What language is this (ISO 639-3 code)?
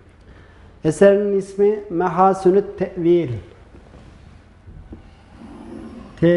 tur